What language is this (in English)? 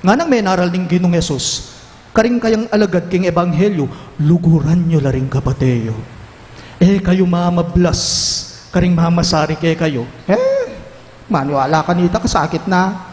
Pampanga